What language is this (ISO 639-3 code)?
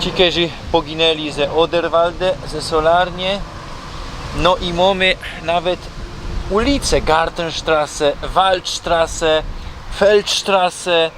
szl